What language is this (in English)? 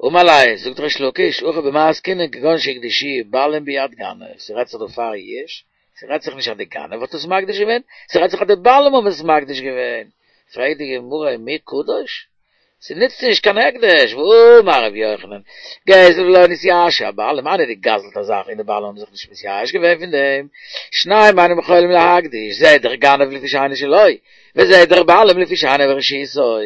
Yiddish